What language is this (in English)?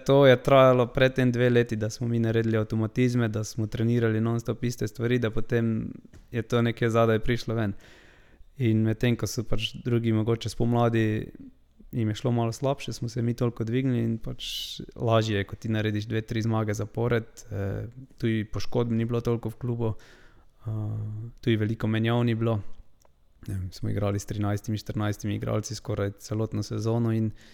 Slovenian